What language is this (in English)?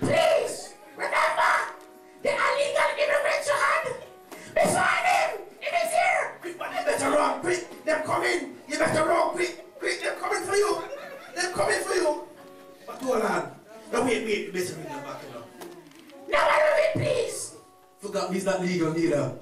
Jamaican Creole English